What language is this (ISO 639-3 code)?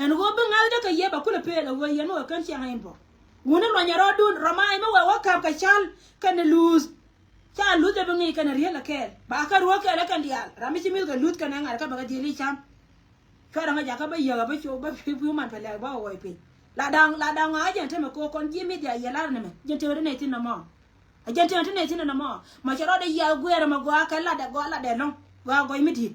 nus